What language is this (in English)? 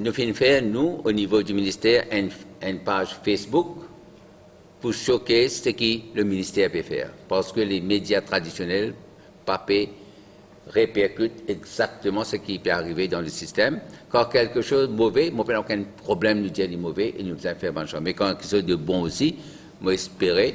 Morisyen